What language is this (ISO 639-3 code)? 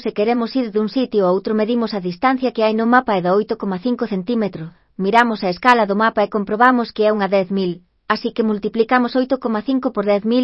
glg